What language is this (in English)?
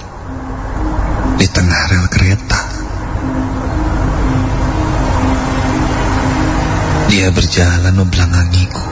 Indonesian